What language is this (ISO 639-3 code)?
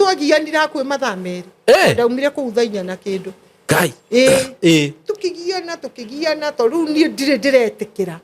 kik